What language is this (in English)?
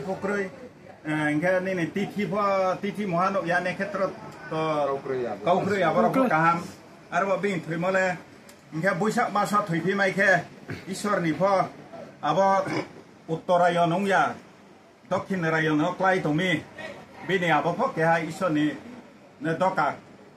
Riang (India)